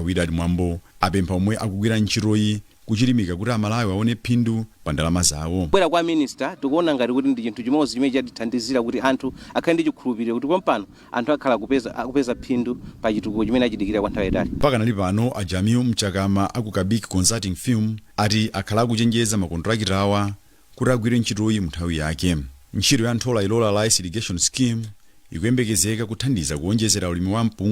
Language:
Nyanja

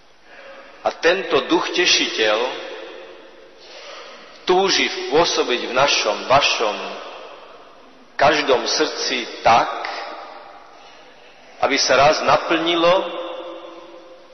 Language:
Slovak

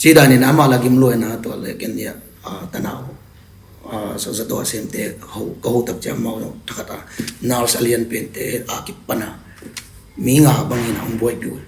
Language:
Tedim Chin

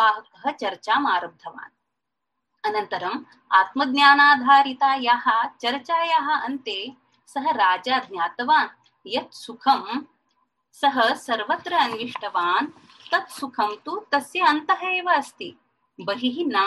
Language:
Sanskrit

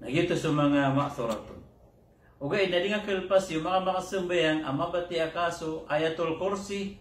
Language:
Maranao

